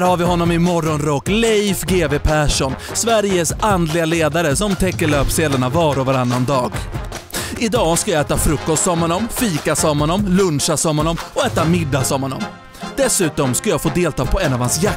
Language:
Swedish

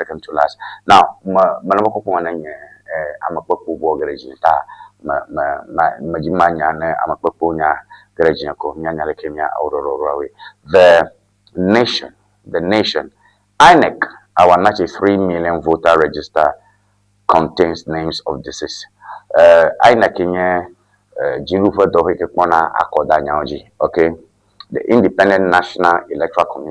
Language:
Ewe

